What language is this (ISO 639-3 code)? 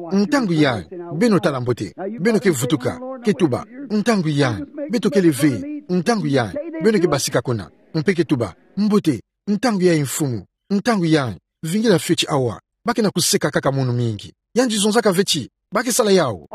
ktu